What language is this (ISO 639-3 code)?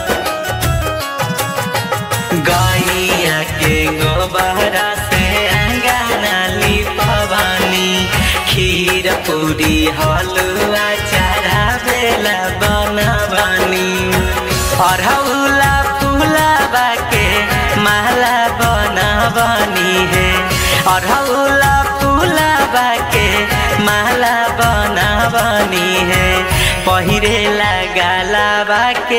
bho